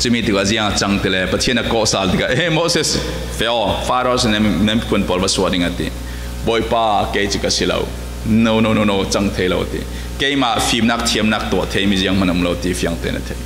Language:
Falam Chin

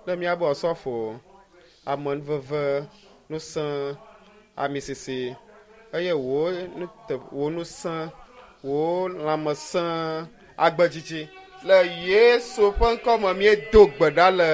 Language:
Ewe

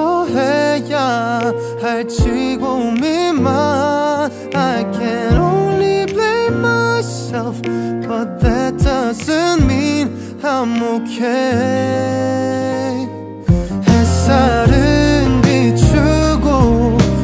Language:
Korean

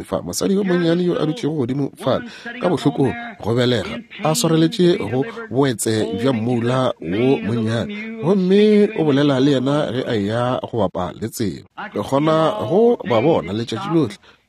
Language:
Northern Sotho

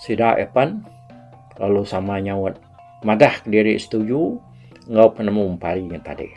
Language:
Iban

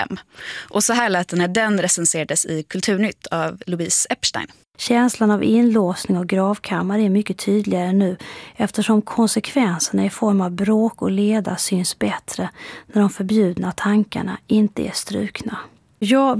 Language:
Swedish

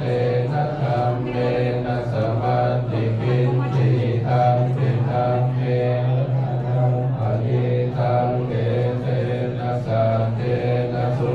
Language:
Pali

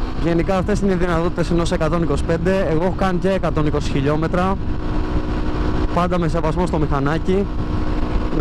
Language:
Greek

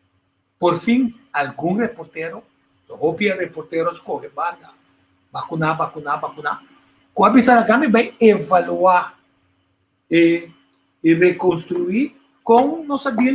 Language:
Papiamento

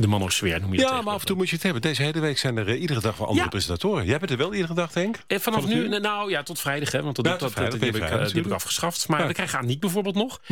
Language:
Dutch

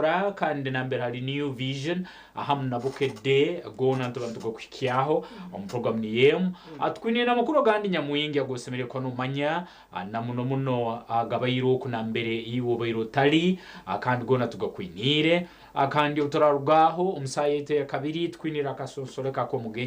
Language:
Nyankole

